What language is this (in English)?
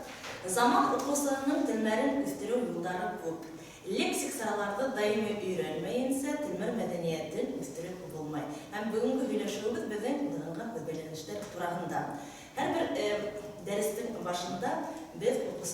Bashkir